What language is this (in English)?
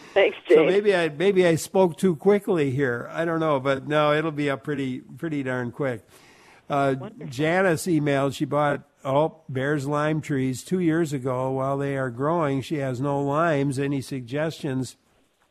English